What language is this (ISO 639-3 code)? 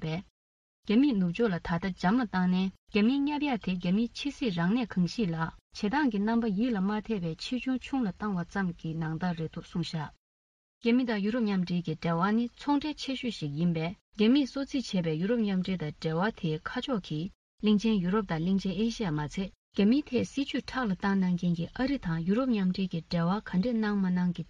bod